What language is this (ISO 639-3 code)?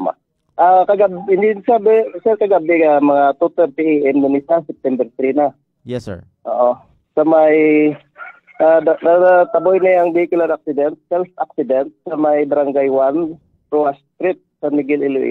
hil